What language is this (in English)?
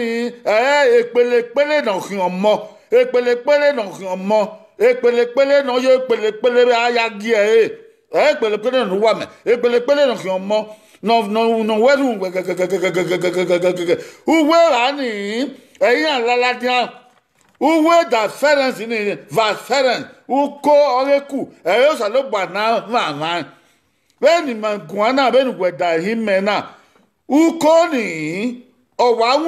Bini